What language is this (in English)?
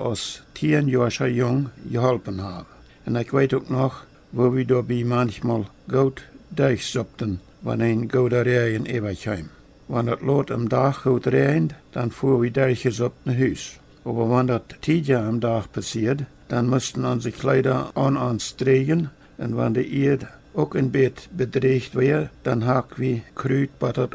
Plautdietsch